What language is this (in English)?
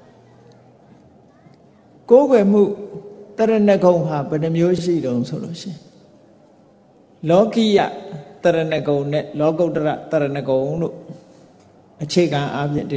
Burmese